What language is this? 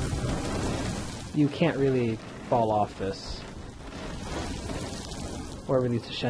English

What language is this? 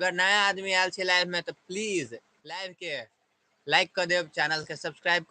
Maithili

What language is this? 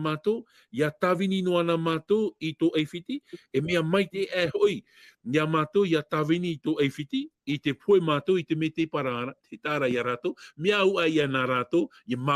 Tahitian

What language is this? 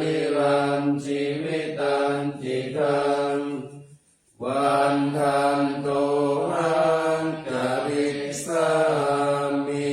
Pali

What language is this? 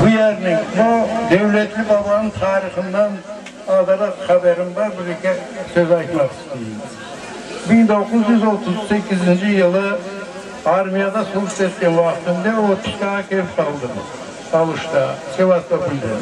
Crimean Tatar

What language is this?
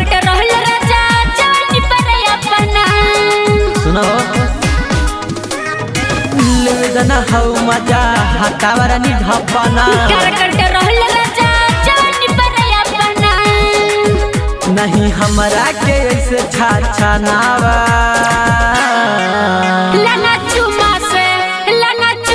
Bhojpuri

